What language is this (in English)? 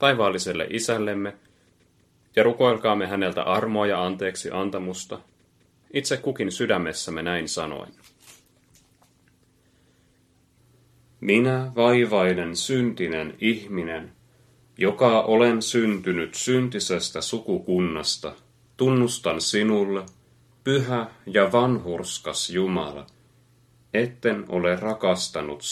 Finnish